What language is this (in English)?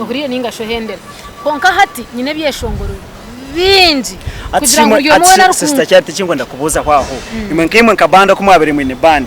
Nyankole